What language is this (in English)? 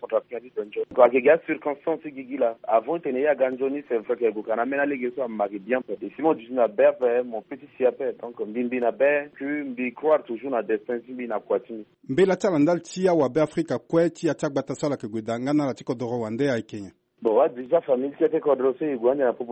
Sango